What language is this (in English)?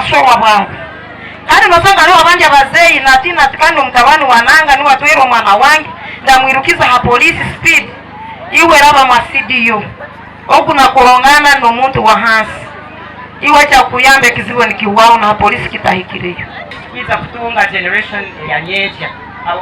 Nyankole